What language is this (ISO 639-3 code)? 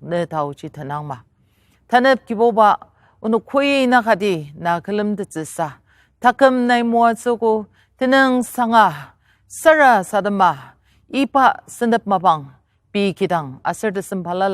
njo